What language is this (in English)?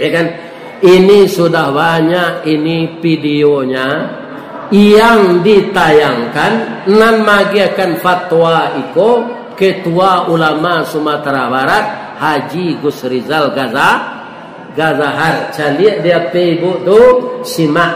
Minangkabau